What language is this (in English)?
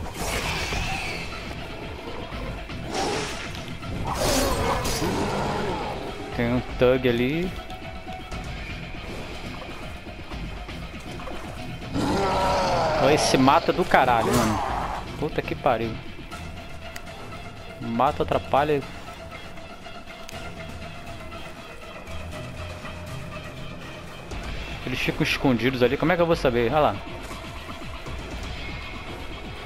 Portuguese